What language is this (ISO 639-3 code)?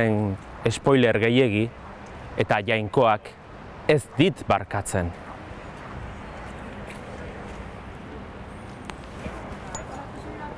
eus